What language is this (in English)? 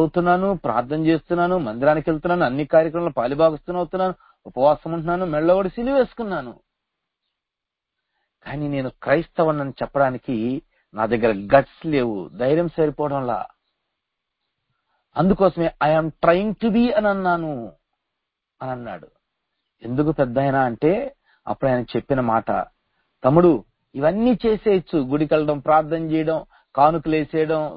Telugu